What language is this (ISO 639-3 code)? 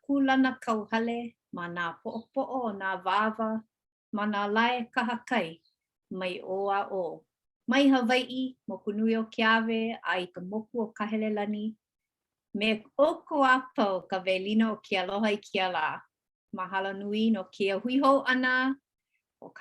haw